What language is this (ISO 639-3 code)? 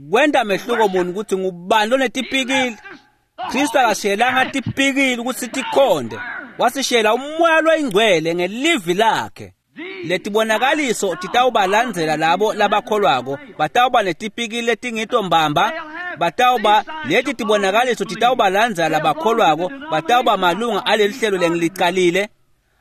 ssw